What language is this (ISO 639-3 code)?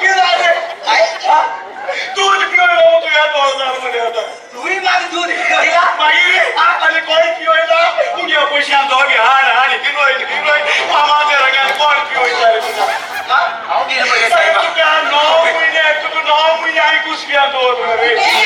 kok